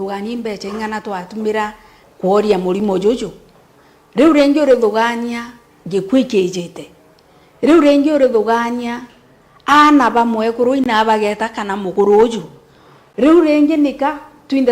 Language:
Meru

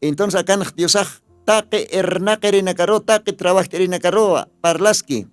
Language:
Aymara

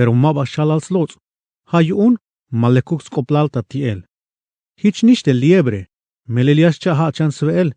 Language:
Tzeltal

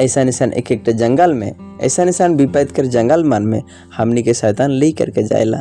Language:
Sadri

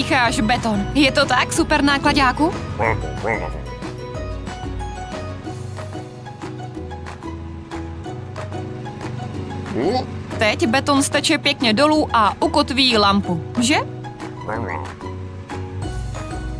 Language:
Czech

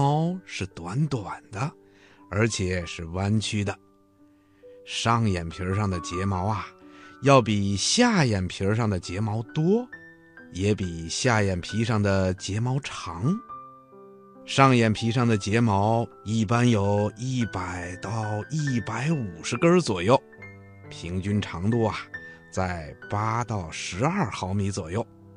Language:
Chinese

